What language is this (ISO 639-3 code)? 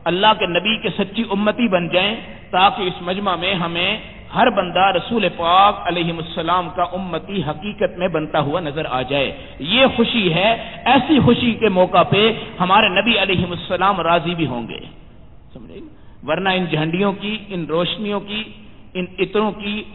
urd